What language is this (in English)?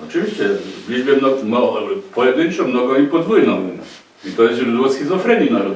Silesian